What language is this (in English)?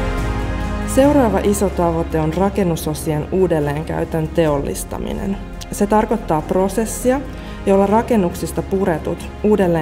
Finnish